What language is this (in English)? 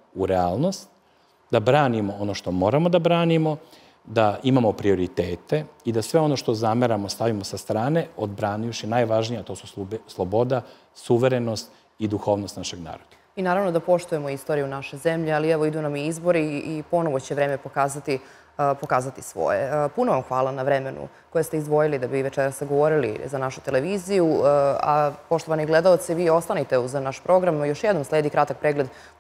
Serbian